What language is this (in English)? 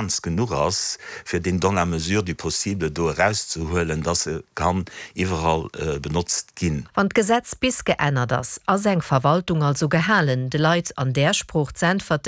Luxembourgish